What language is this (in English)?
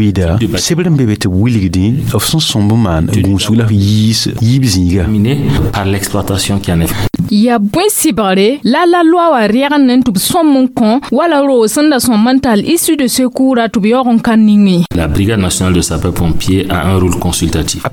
Mossi